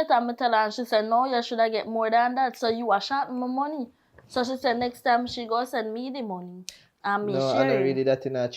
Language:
Jamaican Creole English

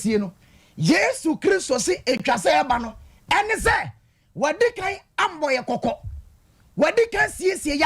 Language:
Akan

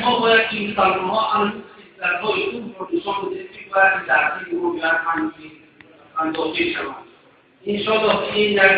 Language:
Tajik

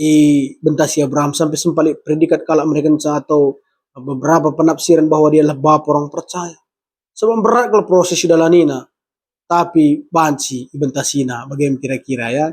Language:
Batak Karo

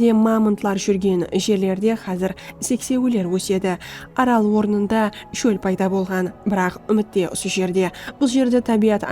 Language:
Kara-Kalpak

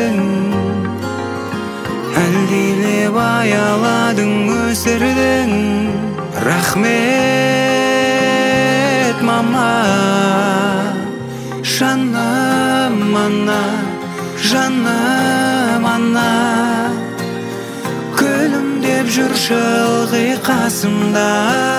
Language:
Kazakh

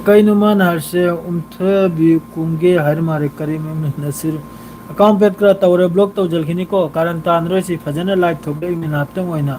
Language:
Manipuri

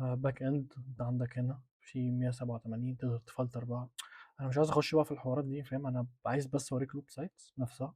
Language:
Egyptian Arabic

